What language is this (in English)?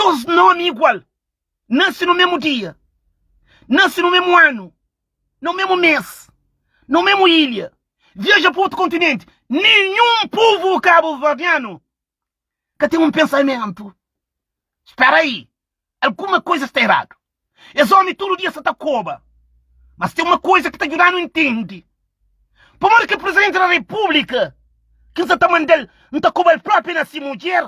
Kabuverdianu